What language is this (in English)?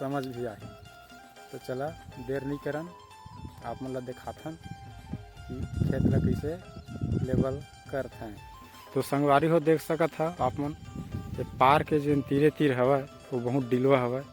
Chhattisgarhi